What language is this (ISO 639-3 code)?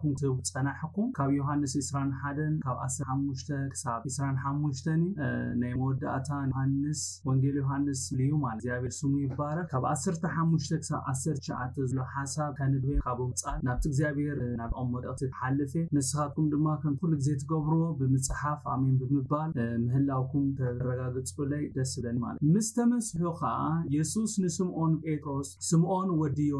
tir